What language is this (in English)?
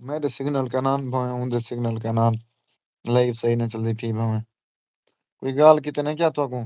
Saraiki